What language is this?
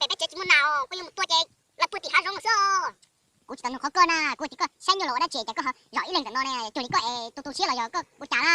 Hmong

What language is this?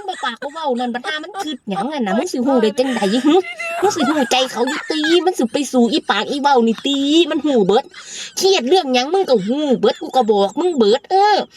Northeastern Thai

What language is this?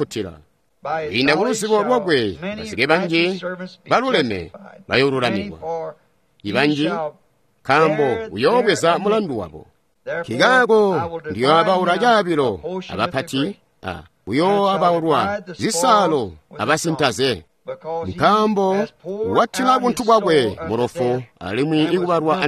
Tonga (Zambia)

